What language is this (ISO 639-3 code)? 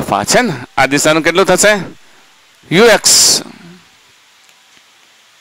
guj